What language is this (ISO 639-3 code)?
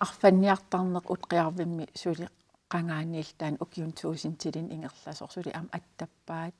kal